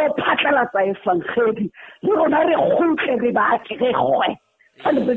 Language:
Southern Sotho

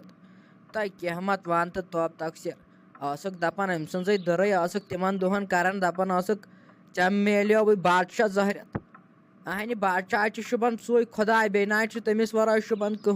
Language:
Kashmiri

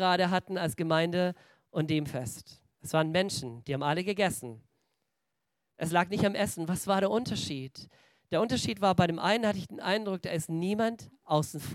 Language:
German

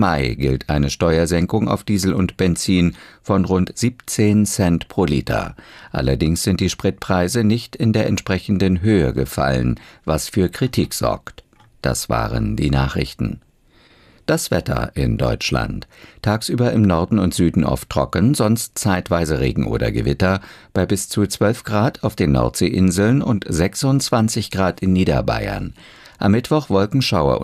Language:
German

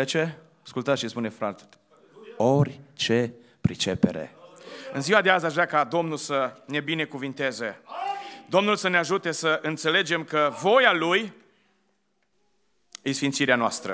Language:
Romanian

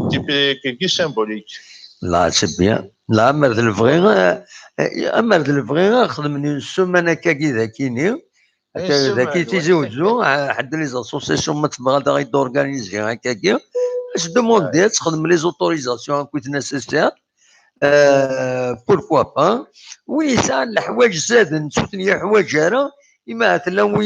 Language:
Kabyle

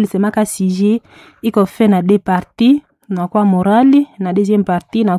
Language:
Swahili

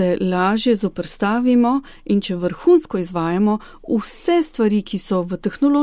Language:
Slovenian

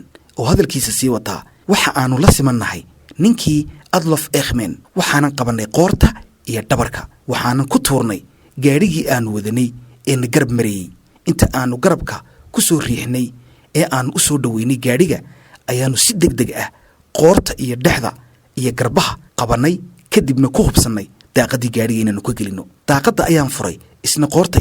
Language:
Somali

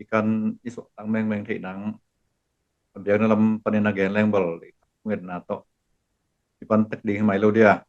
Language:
Tedim Chin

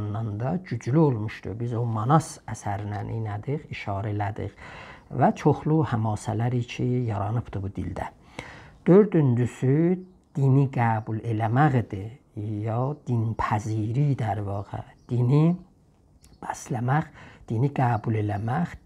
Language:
South Azerbaijani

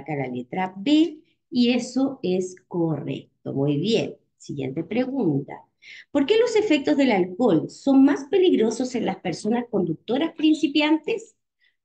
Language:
Spanish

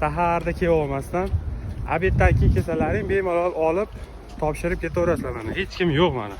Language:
Uzbek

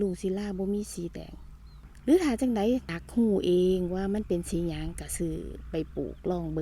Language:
Lao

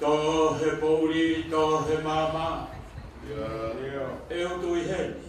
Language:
Tongan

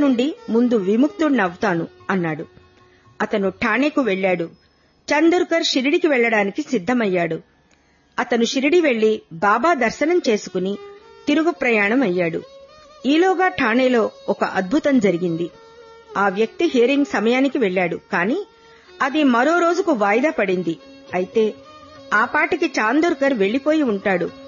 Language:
Telugu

